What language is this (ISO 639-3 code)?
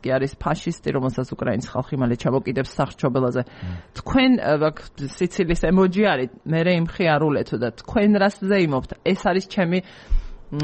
kat